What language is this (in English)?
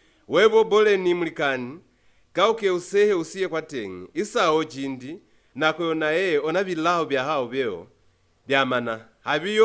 Lozi